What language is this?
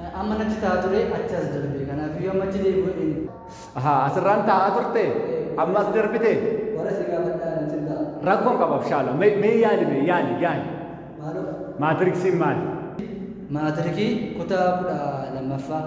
Oromo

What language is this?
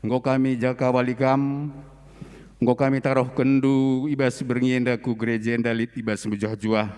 Batak Karo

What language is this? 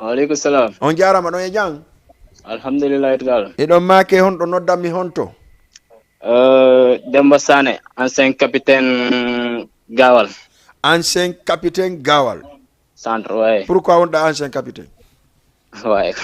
Fula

